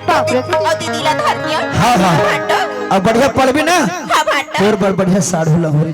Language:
Chhattisgarhi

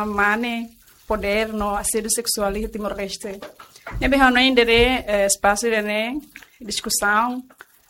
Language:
Tetum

